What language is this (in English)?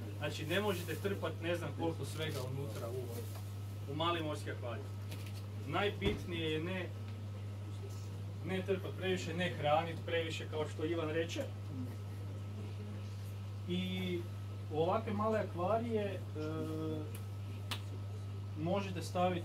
Croatian